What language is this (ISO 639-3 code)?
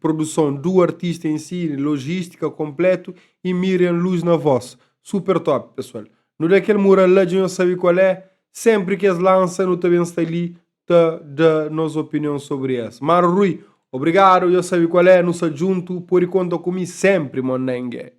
kea